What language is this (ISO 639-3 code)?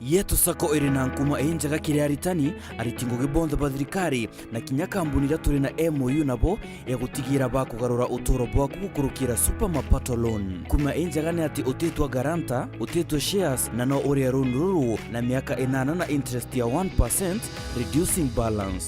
mer